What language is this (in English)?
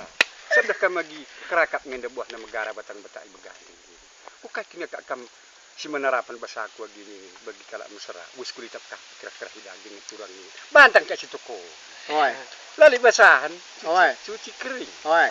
Batak Karo